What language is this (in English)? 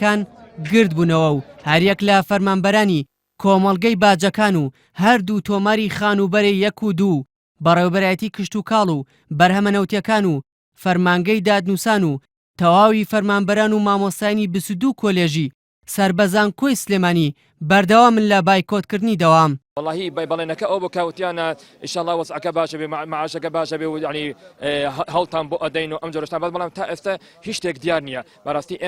Central Kurdish